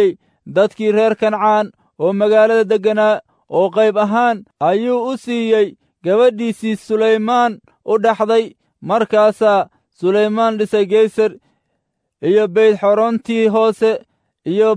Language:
Somali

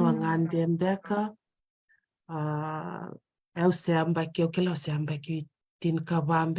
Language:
Fijian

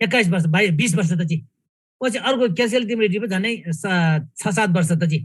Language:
Eastern Tamang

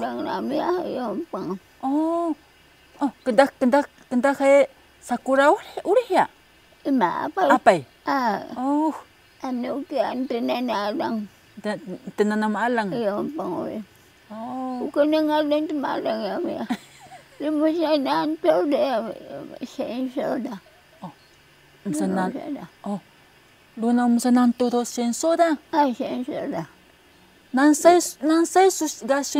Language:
Taroko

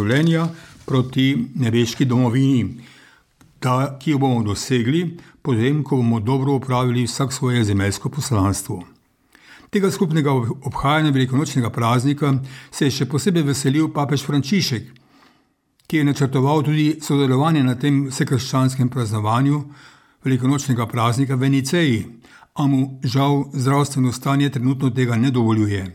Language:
Slovenian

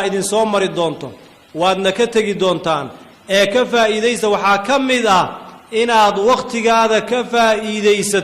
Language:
Somali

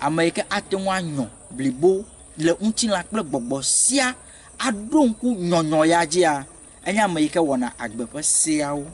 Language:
Ewe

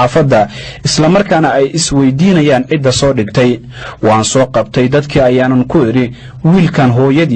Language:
Somali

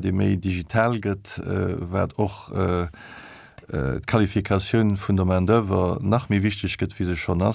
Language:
Luxembourgish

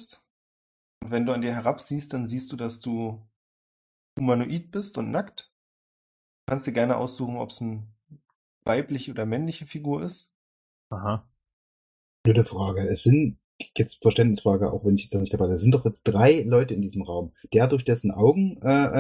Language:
German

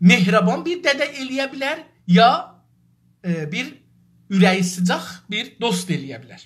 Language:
South Azerbaijani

